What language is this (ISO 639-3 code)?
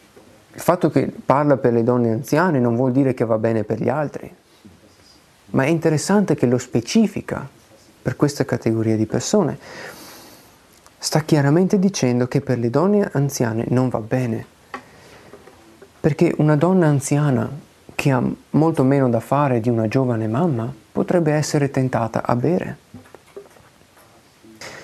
ita